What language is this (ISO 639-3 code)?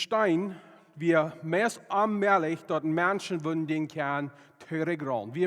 pdt